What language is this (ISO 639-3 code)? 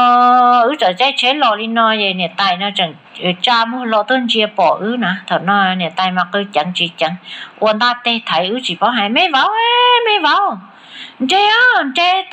hmn